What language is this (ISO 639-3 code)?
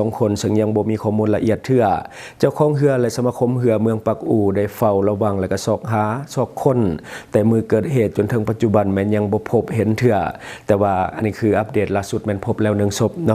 lao